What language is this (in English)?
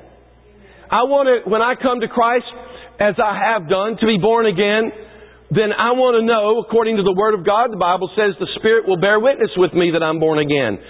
English